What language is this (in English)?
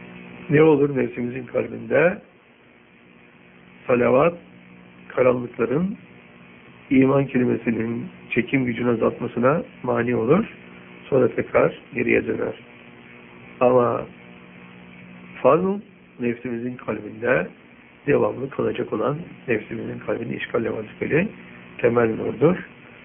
Turkish